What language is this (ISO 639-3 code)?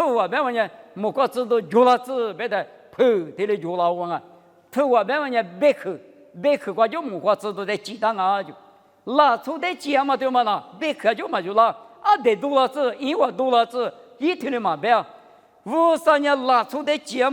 lis